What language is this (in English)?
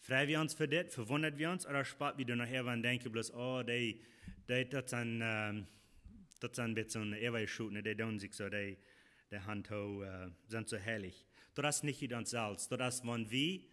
Plautdietsch